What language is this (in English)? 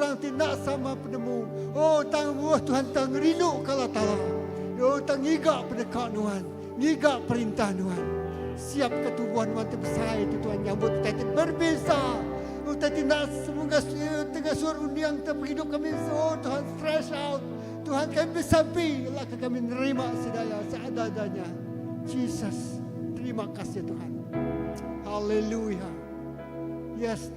Iban